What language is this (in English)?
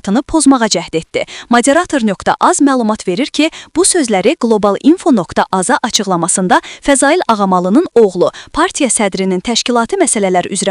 Azerbaijani